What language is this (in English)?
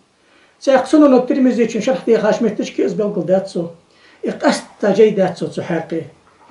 Ingush